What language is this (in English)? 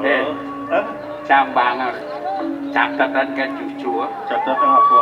Balinese